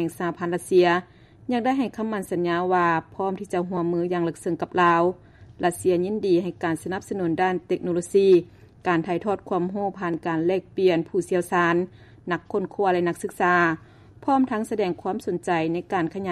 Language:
Lao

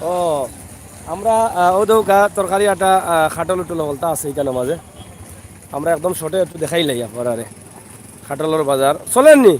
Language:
Sylheti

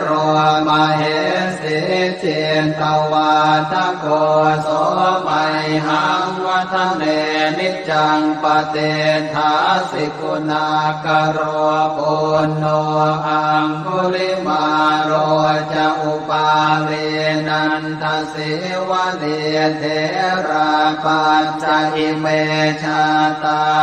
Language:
Pali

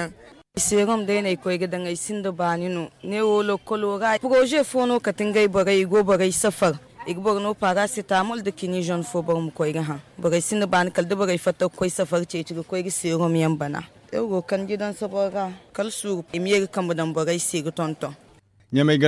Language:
Zarma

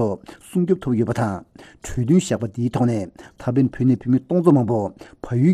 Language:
Tibetan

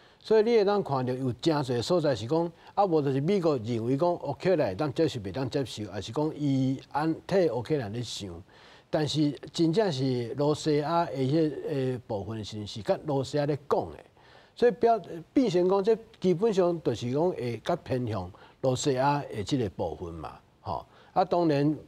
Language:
Min Nan Chinese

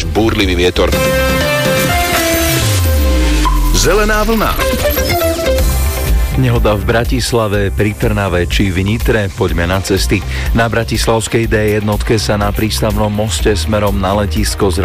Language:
Slovak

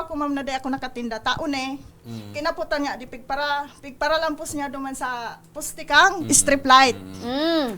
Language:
Bikol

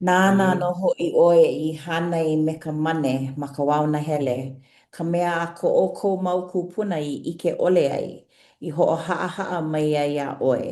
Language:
Hawaiian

